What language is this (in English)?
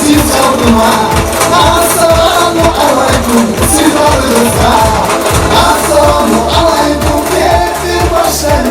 Kumyk